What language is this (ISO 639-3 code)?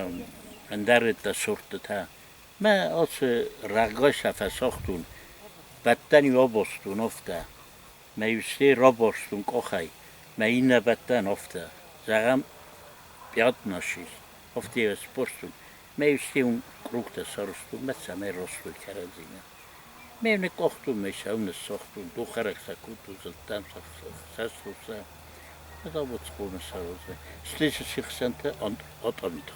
oss